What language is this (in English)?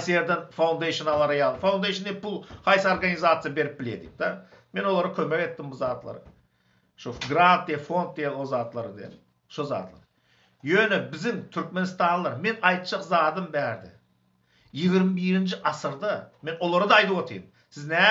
Turkmen